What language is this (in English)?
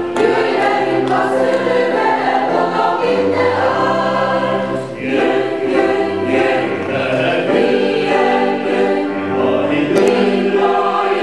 Hungarian